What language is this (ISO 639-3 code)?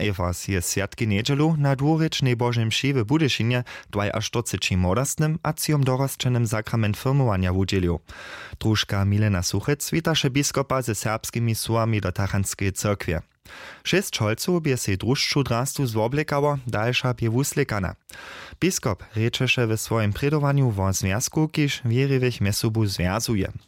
hsb